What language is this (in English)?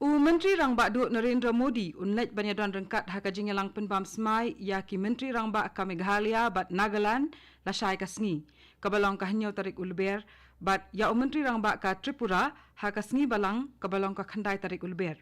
Khasi